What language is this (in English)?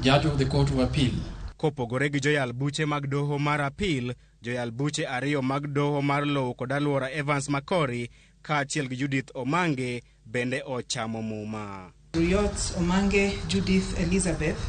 Luo (Kenya and Tanzania)